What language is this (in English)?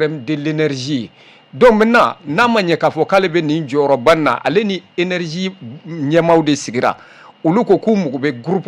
Bambara